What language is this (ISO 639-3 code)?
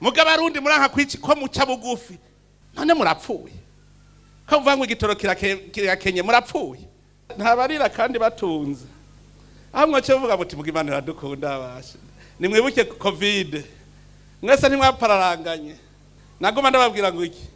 run